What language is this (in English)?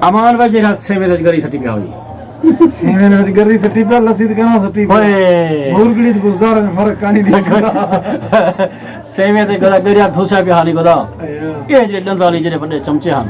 Saraiki